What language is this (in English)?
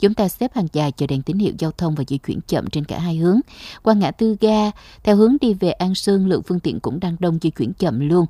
Vietnamese